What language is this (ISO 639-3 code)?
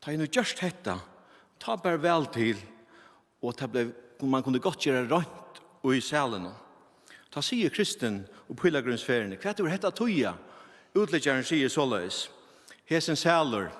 fao